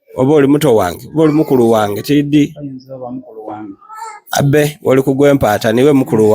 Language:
Soga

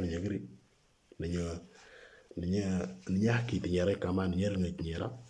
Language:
Moro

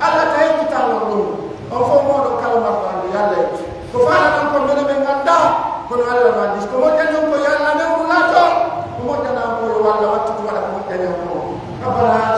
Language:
Pular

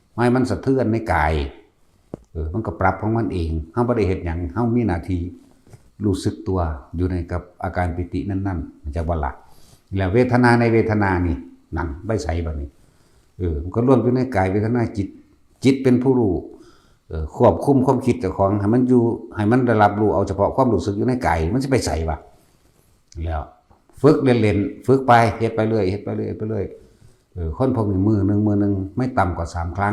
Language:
Northeastern Thai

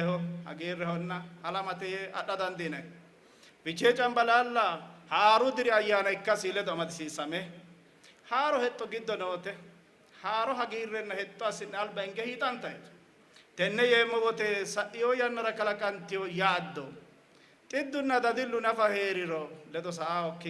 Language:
Sidamo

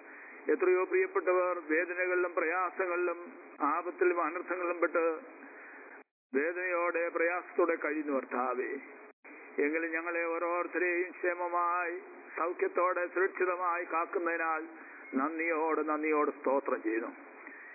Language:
Malayalam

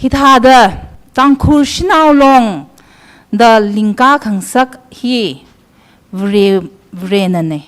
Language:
Tangkhul Naga (India)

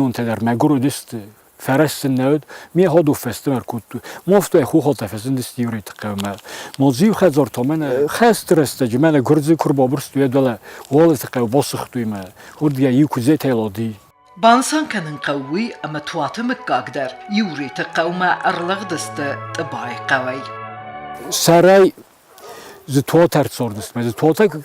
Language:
Ossetic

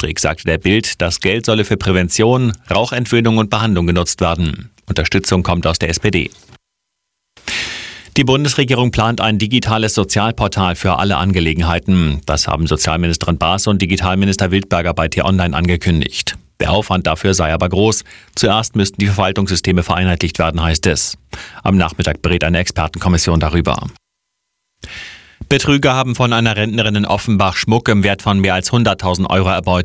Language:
German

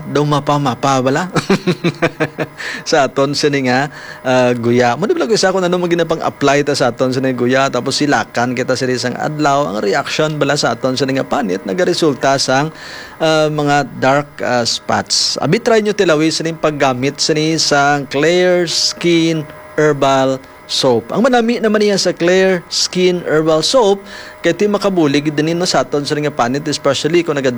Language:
Hiligaynon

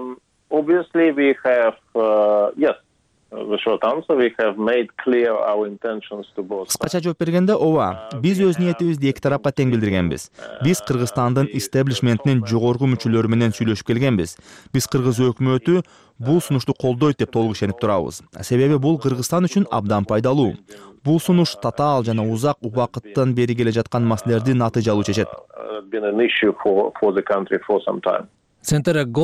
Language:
Kyrgyz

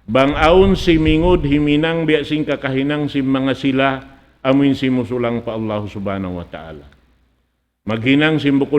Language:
Tausug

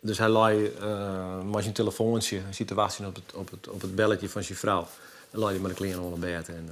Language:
Western Frisian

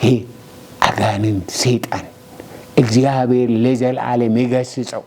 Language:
Amharic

